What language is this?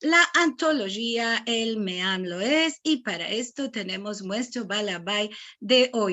Ladino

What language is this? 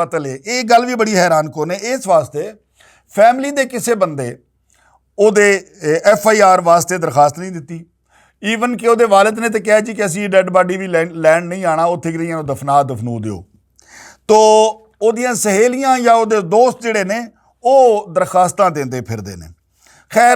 Western Panjabi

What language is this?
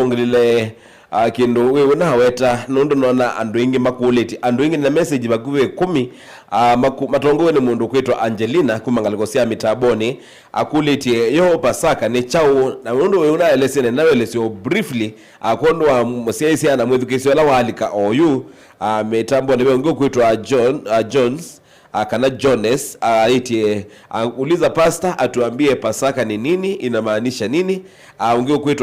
Kamba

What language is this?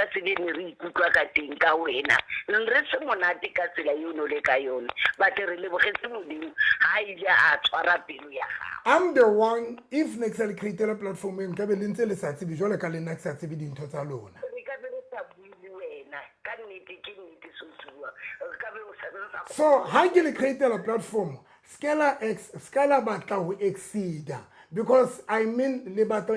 Southern Sotho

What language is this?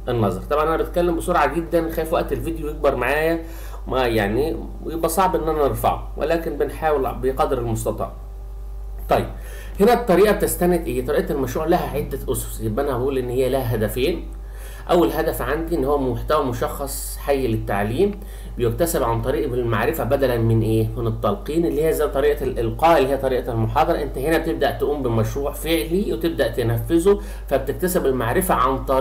Egyptian Arabic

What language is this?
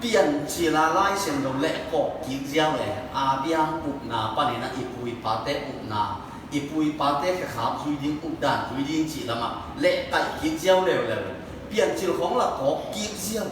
Tedim Chin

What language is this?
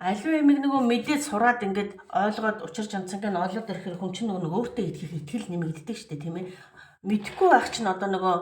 Mongolian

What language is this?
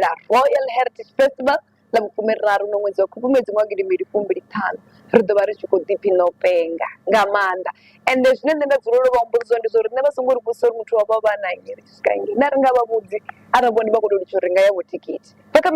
Venda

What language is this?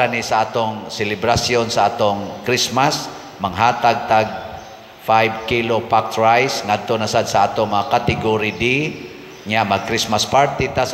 Cebuano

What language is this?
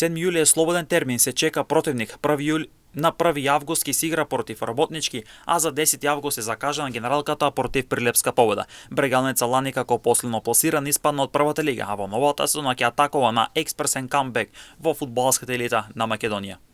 Macedonian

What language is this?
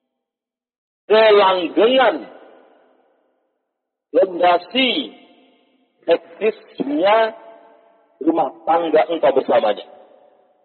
Indonesian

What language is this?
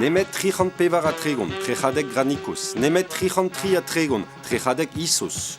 Breton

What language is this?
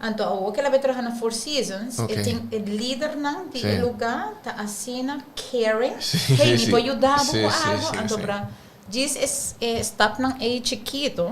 Papiamento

